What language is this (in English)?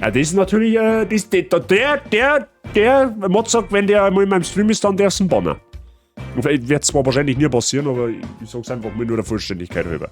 Bavarian